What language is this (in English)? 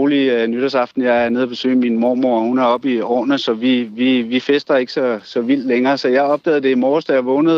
Danish